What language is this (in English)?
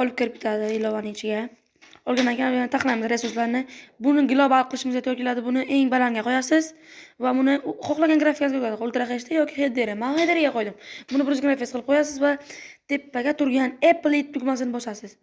Uzbek